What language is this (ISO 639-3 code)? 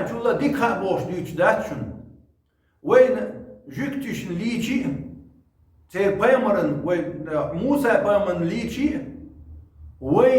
che